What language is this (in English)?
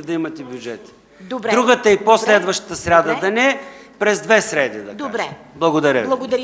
Bulgarian